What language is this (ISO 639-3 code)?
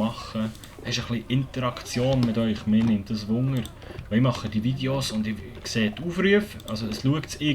gsw